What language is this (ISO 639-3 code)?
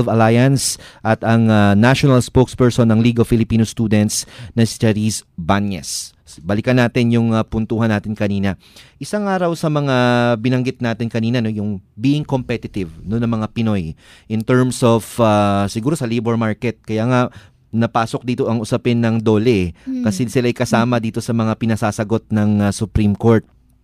fil